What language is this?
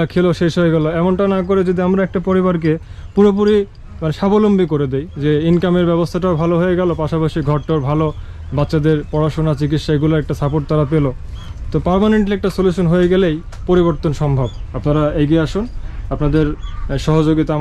Bangla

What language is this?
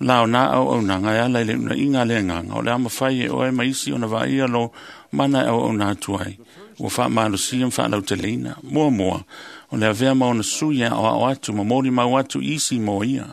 Samoan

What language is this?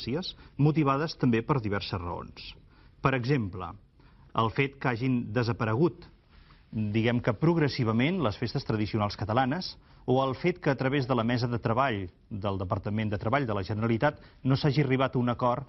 Catalan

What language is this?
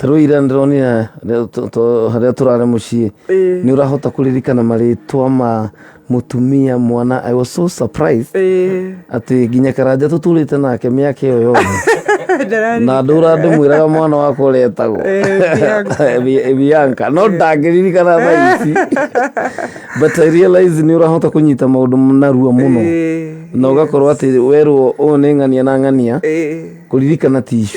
Kikuyu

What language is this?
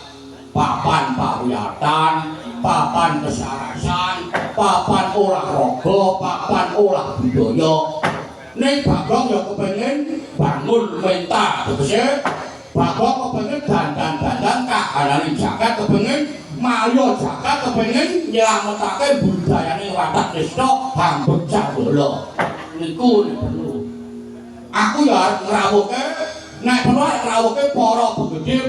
Javanese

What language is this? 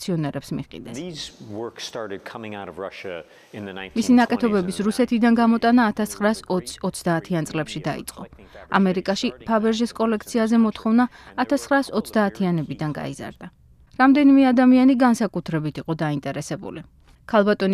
Georgian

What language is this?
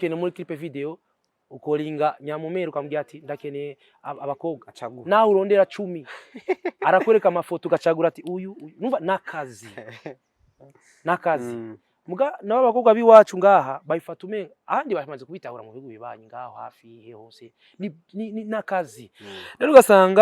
Rundi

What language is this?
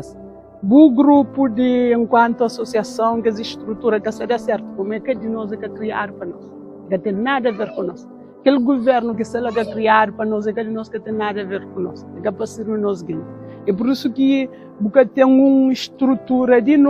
Kabuverdianu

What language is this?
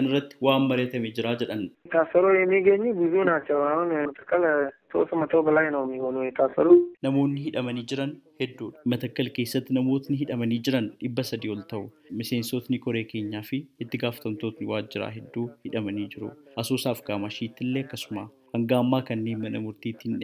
Oromo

